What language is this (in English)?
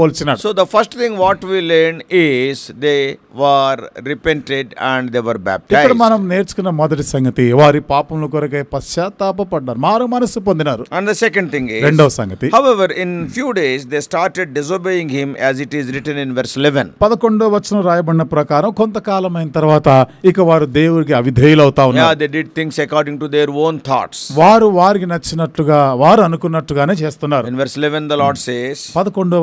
Telugu